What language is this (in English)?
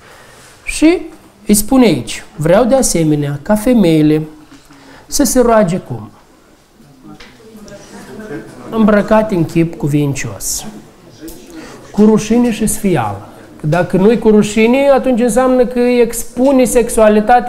Romanian